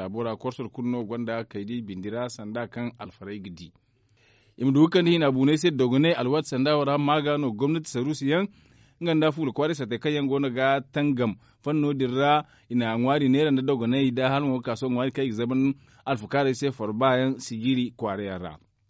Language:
Zarma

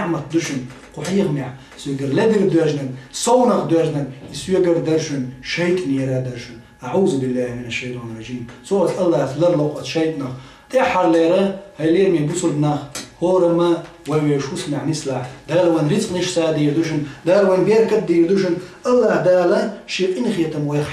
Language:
Chechen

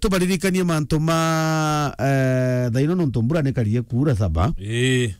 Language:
Meru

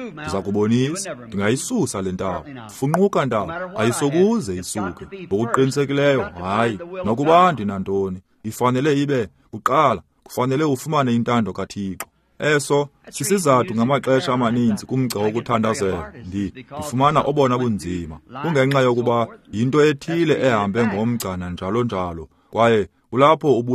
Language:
Xhosa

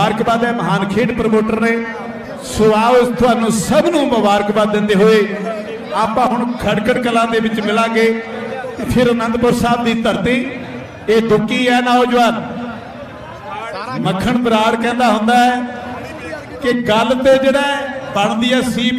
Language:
Punjabi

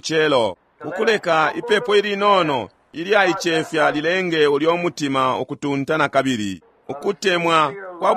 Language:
Bemba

